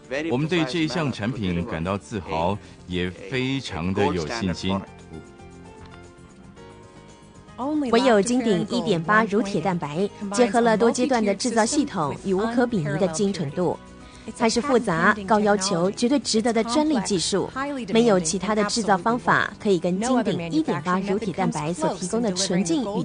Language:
Chinese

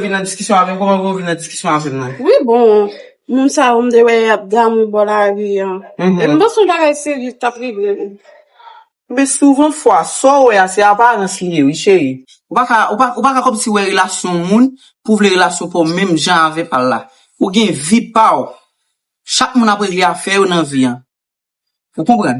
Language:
Haitian Creole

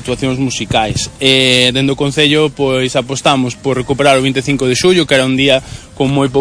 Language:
Galician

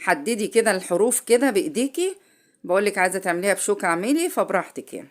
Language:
Egyptian Arabic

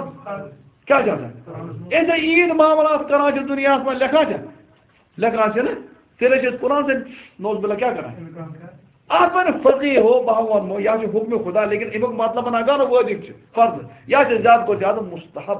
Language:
Kashmiri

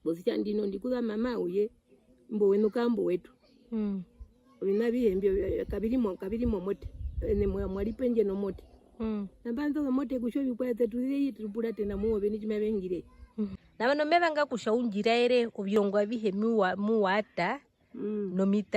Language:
Herero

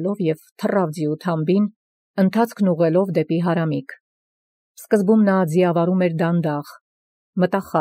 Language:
Armenian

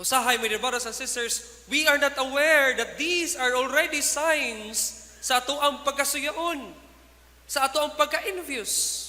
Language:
Cebuano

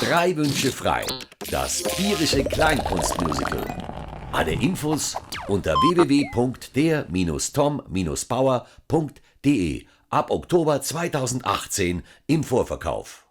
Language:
Bavarian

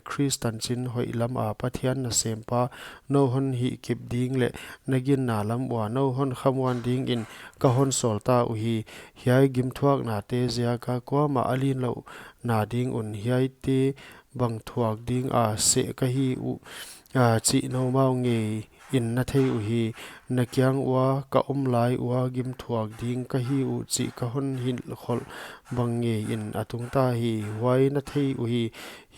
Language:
Paite Chin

